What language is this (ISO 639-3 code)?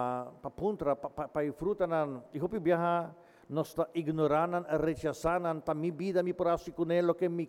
pap